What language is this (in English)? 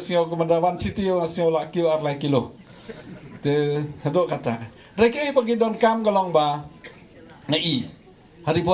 Khasi